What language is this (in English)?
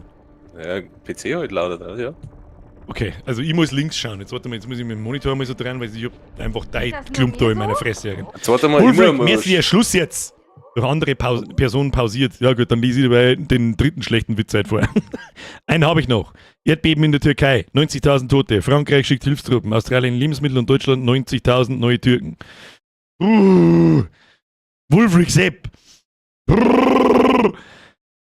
Bavarian